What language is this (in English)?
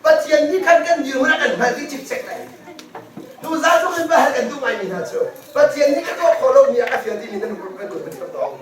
Hakha Chin